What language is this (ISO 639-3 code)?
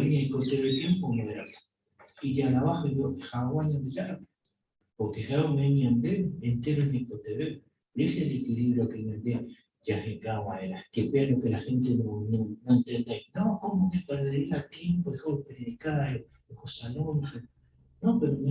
grn